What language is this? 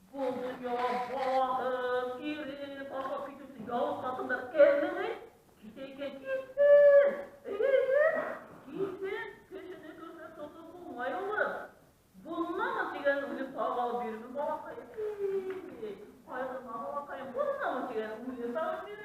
Bashkir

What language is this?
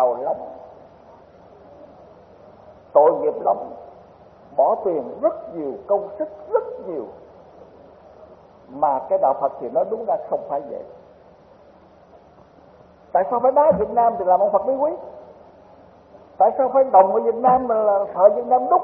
Vietnamese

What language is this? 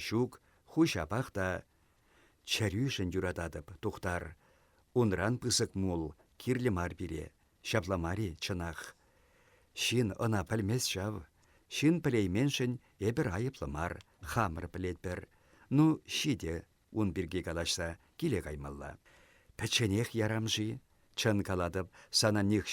Chuvash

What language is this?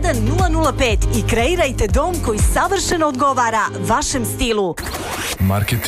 Serbian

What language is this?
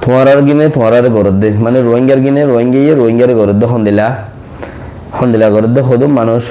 Rohingya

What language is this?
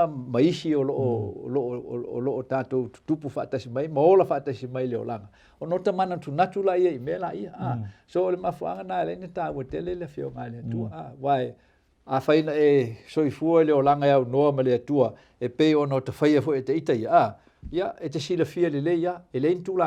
Samoan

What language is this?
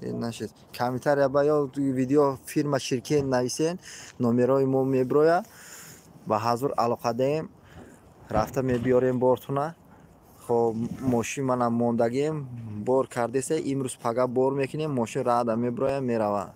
Tajik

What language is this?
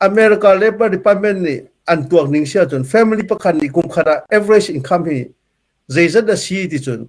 Hakha Chin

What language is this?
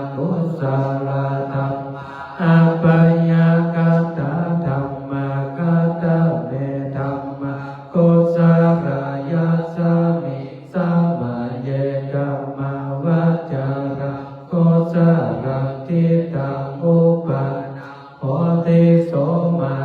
Pali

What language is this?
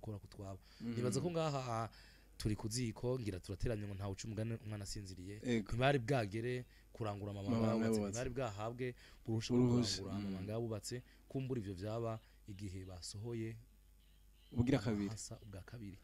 Rundi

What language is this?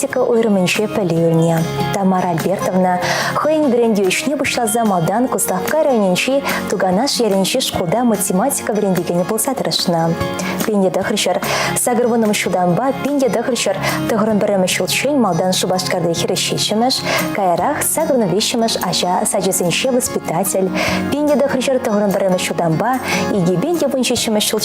Chuvash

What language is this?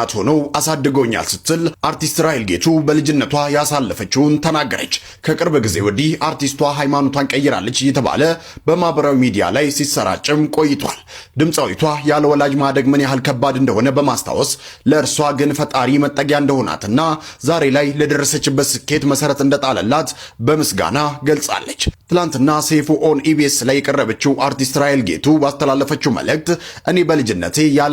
Amharic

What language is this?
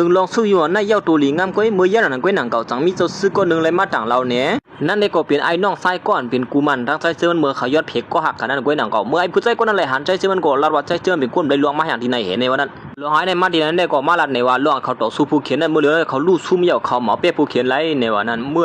Shan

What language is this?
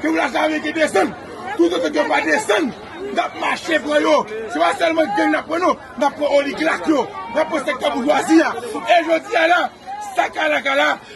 Haitian Creole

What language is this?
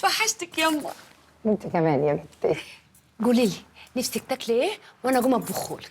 Egyptian Arabic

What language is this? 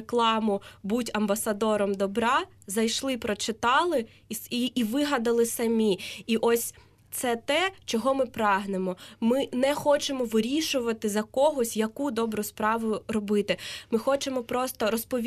Ukrainian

